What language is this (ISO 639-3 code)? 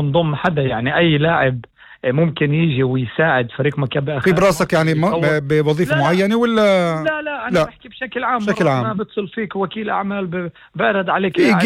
apc